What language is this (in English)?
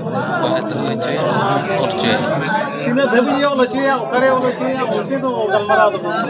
Santali